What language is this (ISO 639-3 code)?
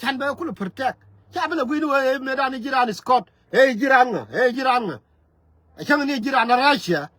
nus